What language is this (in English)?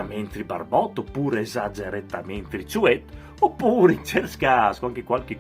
Friulian